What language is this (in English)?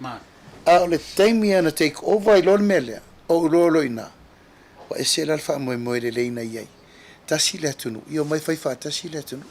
Samoan